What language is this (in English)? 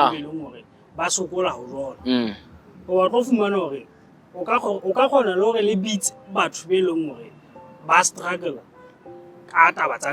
Southern Sotho